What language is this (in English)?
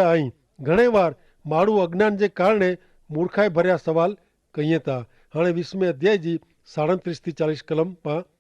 Kachhi